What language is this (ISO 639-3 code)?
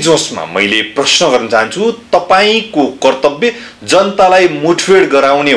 nep